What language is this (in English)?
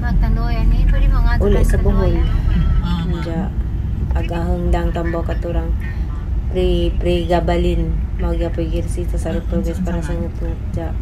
Cebuano